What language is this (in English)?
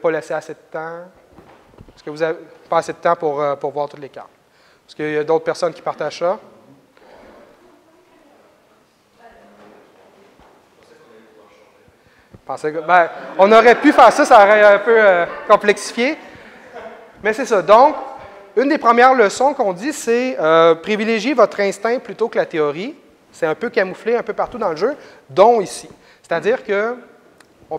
French